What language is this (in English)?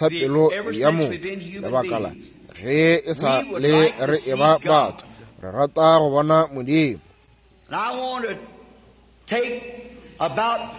Northern Sotho